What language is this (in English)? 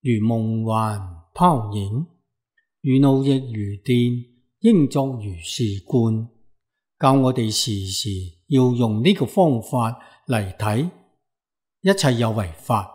Cantonese